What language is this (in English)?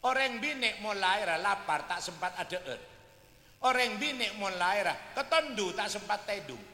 Madurese